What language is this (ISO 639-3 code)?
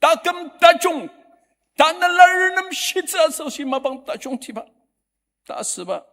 njo